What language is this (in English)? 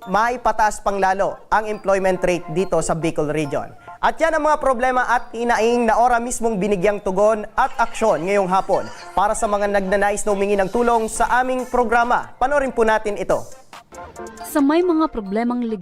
Bikol